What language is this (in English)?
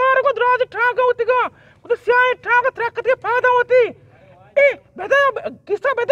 Eastern Balochi